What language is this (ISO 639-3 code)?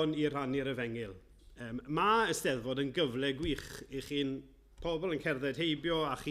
cym